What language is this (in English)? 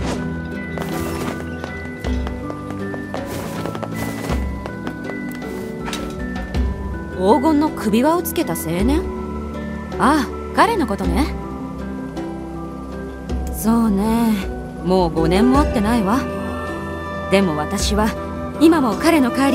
Japanese